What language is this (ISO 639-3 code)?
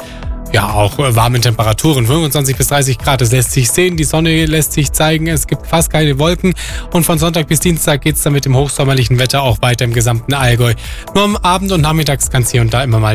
deu